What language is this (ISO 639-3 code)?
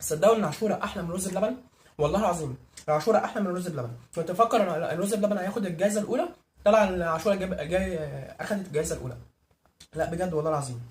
arz